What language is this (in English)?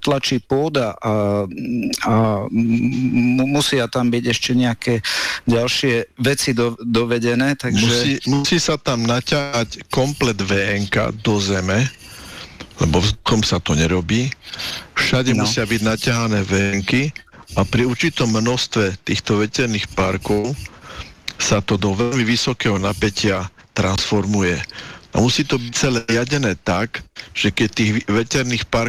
Slovak